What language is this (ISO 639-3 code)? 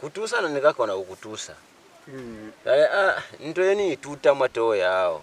loz